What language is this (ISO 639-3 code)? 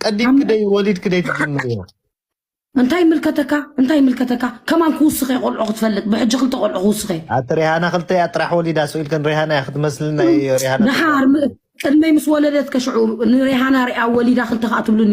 tir